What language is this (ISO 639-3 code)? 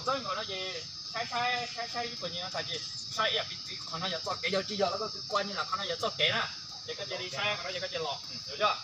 hmn